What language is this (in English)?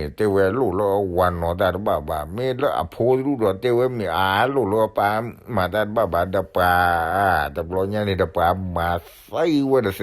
S'gaw Karen